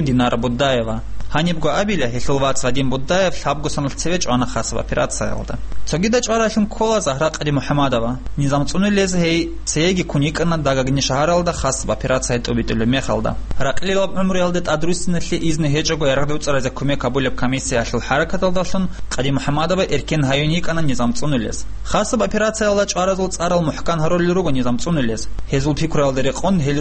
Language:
Avaric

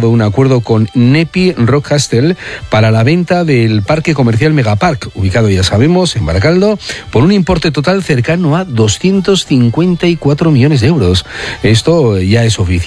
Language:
Spanish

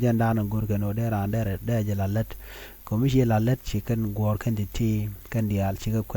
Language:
Nuer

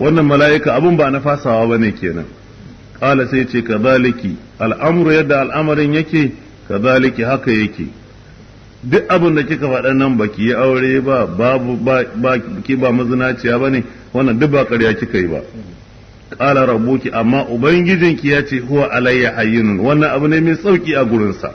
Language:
Hausa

